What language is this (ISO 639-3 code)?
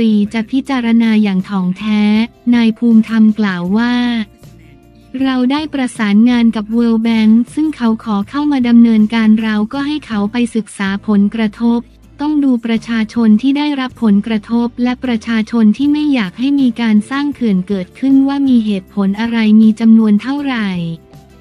tha